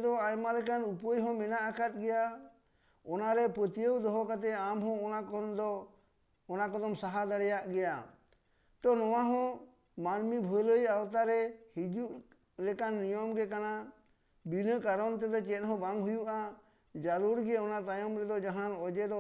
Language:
Santali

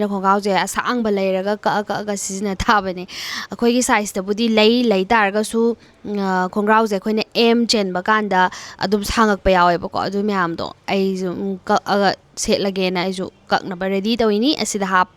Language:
Manipuri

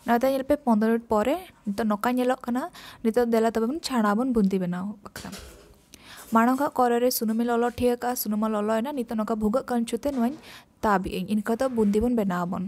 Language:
Santali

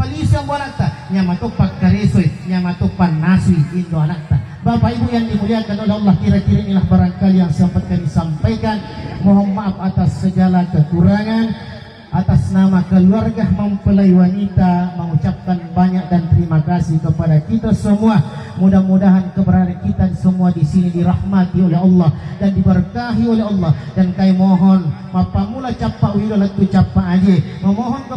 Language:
Buginese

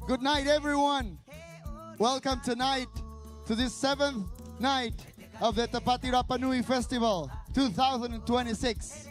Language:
Rapanui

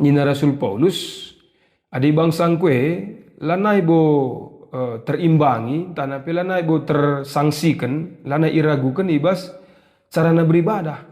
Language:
Batak Karo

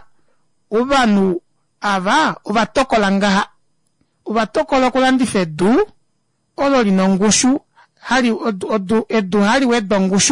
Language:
Kuanyama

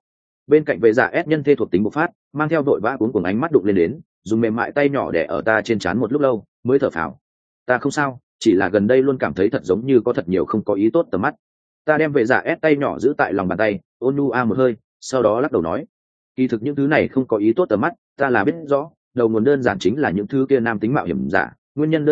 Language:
Vietnamese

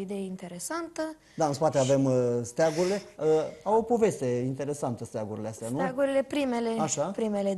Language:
Romanian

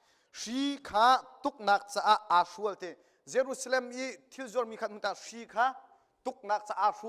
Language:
Hakha Chin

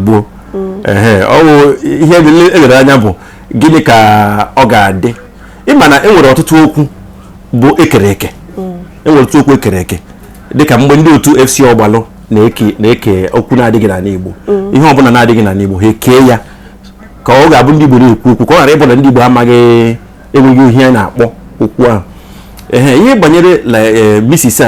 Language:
Igbo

